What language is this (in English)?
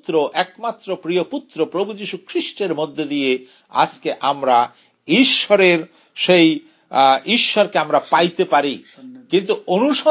Bangla